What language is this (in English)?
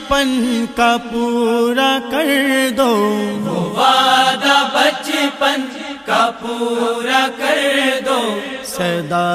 Urdu